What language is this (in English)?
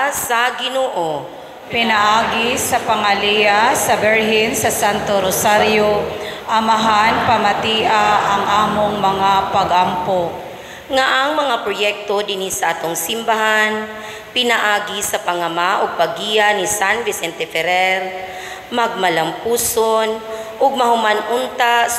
Cebuano